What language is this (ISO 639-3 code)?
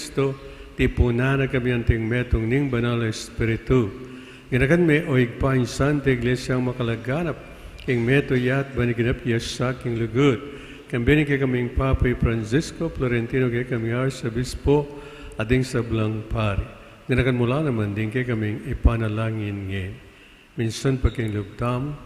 pam